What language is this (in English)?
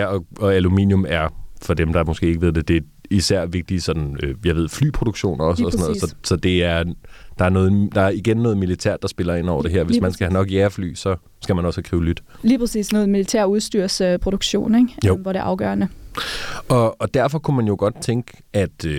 Danish